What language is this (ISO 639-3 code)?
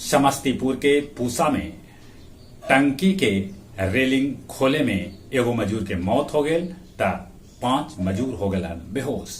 mag